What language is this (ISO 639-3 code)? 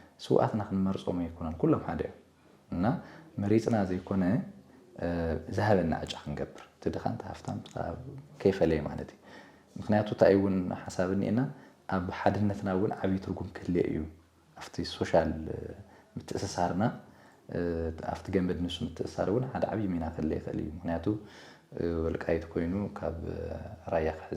tir